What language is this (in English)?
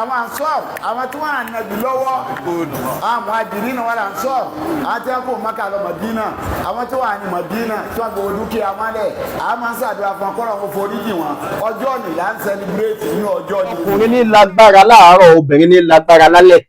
Yoruba